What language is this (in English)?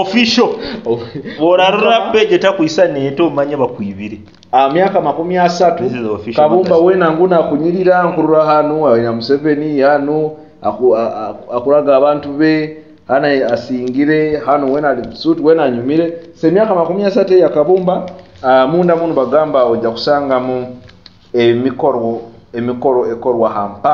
Nyoro